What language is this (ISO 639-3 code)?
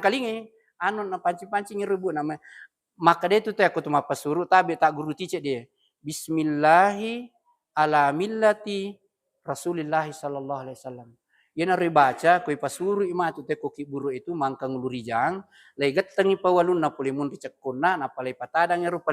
bug